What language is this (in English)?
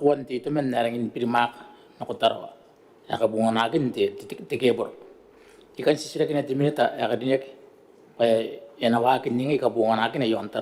Gilbertese